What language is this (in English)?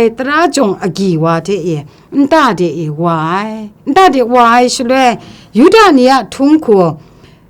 Kachin